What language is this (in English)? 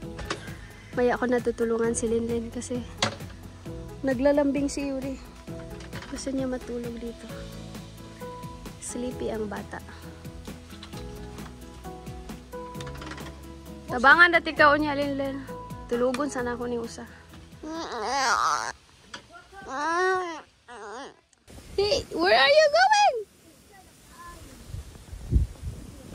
Filipino